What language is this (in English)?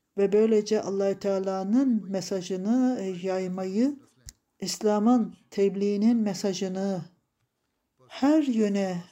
Turkish